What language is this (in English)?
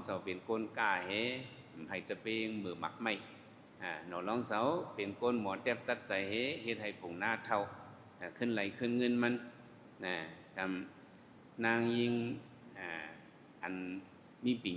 Shan